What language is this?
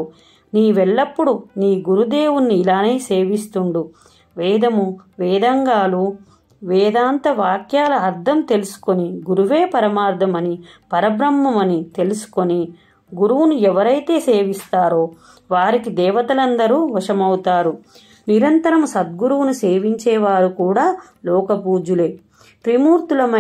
Telugu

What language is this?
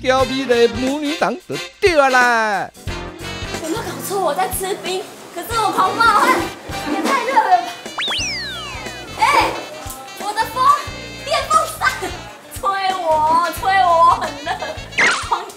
Chinese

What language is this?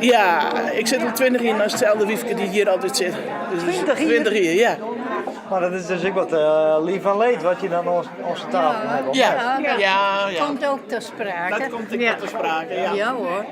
Western Frisian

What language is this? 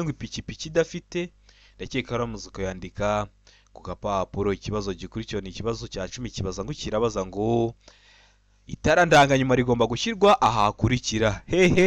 Kinyarwanda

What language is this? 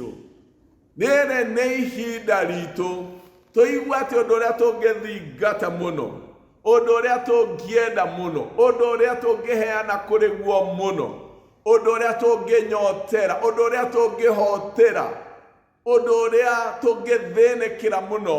Kikuyu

